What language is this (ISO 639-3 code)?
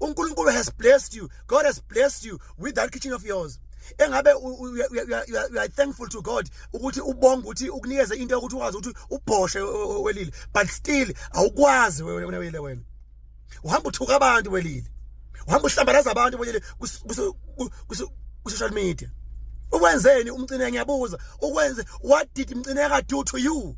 zul